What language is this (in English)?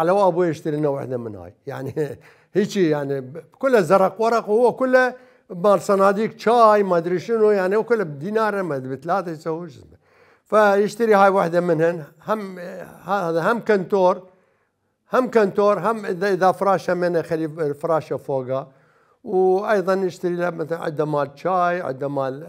Mesopotamian Arabic